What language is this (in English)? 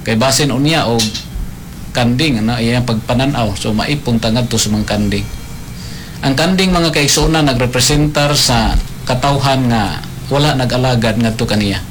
Cebuano